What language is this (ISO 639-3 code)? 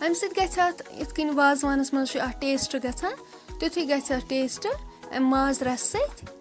kas